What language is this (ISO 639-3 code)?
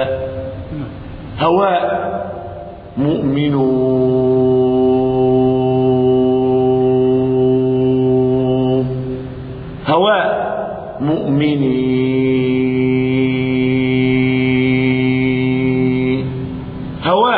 ara